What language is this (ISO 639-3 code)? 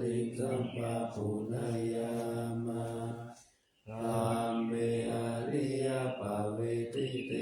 pli